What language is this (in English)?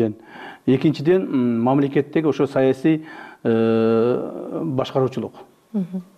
Kyrgyz